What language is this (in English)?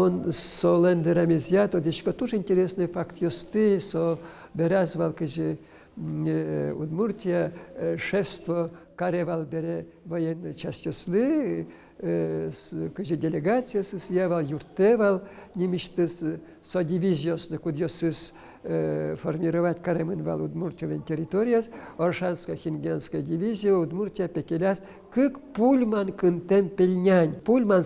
Udmurt